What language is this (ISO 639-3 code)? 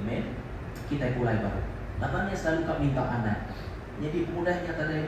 iba